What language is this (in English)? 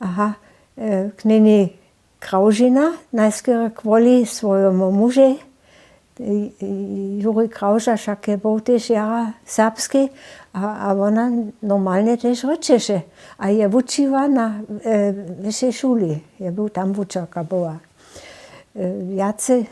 Upper Sorbian